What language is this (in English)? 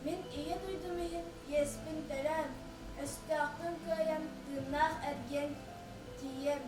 Yakut